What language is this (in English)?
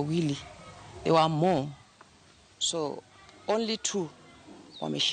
Luo (Kenya and Tanzania)